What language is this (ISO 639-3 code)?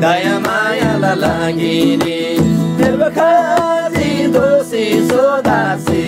taj